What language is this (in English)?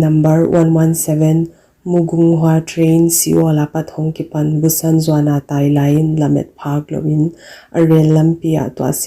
Paite Chin